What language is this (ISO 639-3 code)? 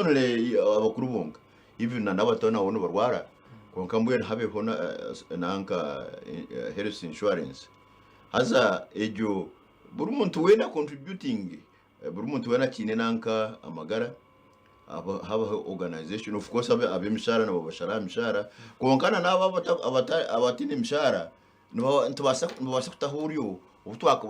nyn